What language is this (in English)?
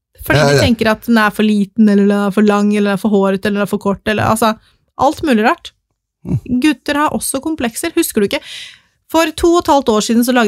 Norwegian